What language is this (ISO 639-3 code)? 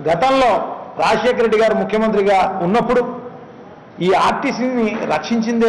tel